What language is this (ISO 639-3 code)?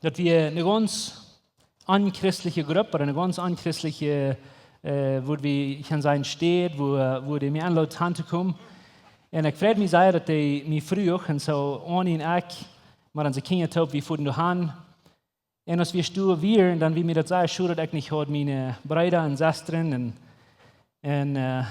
pdt